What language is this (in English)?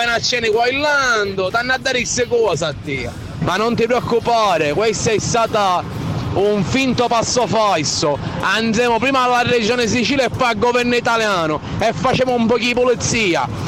Italian